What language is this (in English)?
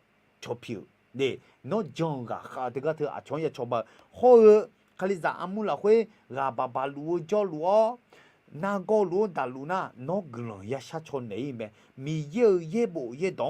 Akha